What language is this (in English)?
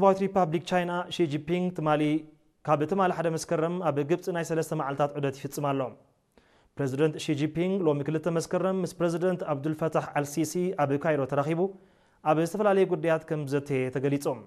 Tigrinya